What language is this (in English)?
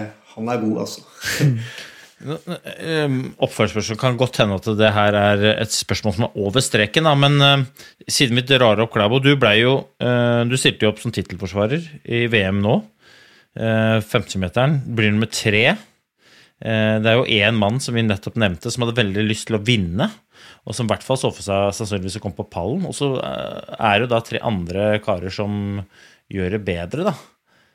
Norwegian